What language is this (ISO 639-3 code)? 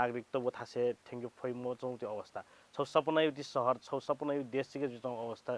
new